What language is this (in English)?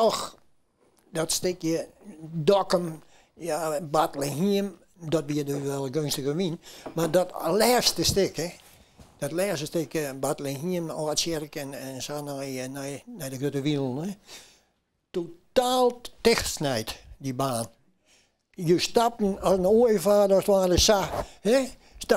Western Frisian